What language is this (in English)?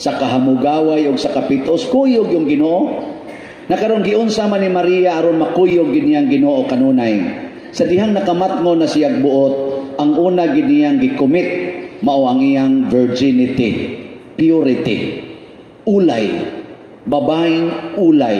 Cebuano